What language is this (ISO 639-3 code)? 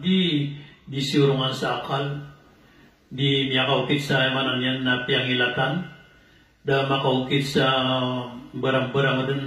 mrw